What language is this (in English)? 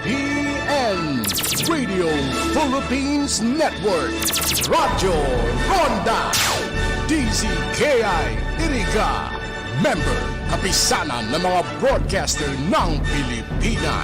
Bikol